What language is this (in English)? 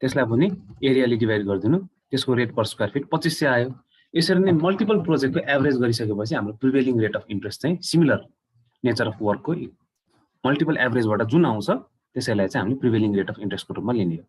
Nepali